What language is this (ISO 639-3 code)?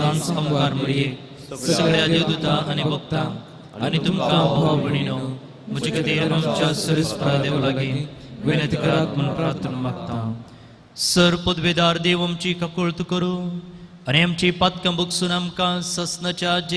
kok